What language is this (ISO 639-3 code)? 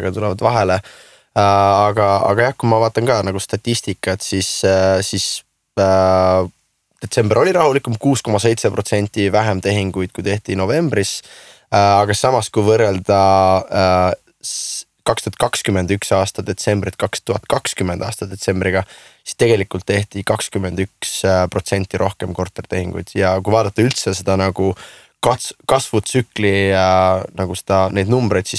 est